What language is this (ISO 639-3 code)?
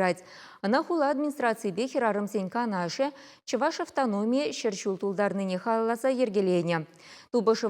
chv